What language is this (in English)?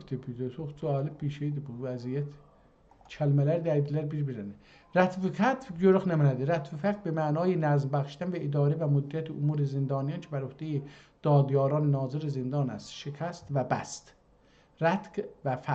South Azerbaijani